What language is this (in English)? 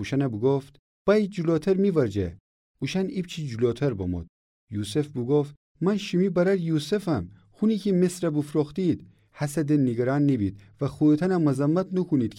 Gilaki